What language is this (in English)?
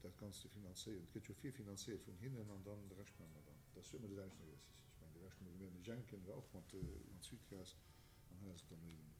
Luxembourgish